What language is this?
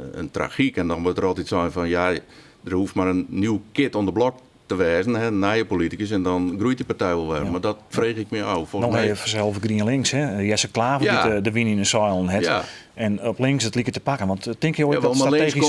Western Frisian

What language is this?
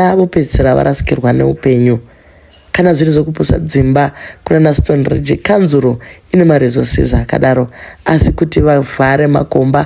Shona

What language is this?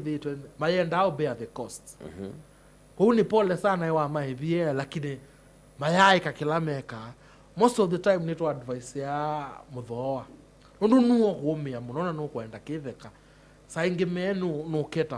Kamba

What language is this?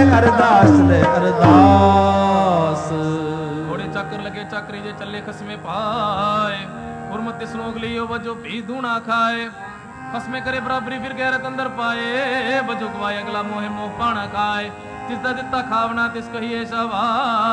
Punjabi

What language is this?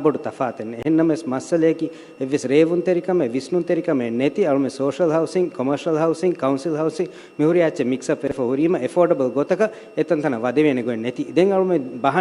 Divehi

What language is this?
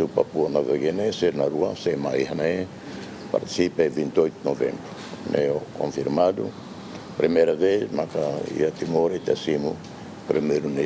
Tetum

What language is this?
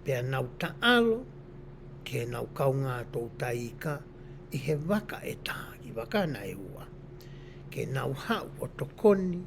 Tongan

